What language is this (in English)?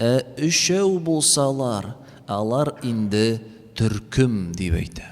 Tatar